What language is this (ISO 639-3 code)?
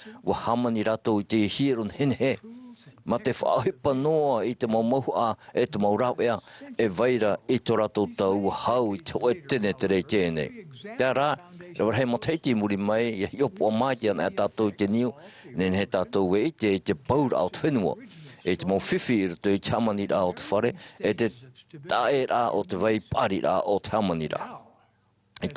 tah